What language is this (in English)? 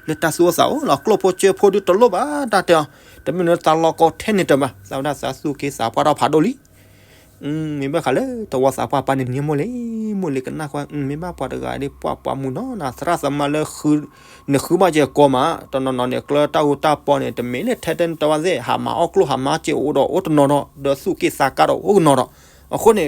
S'gaw Karen